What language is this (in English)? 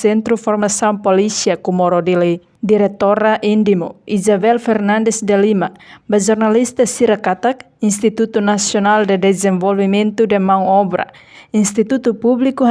Tetum